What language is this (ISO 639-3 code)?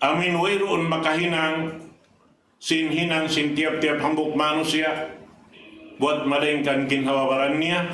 tsg